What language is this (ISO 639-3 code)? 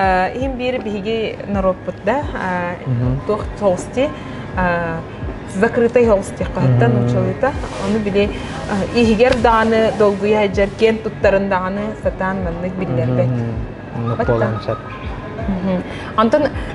sah